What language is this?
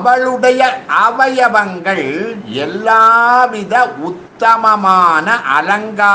Tamil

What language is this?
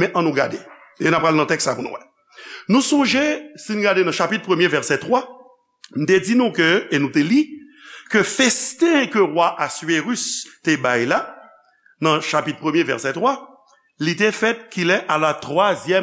Haitian Creole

